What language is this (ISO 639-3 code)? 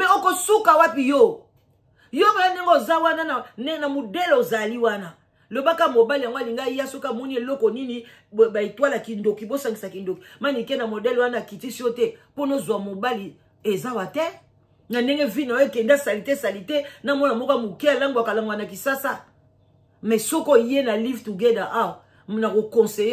lin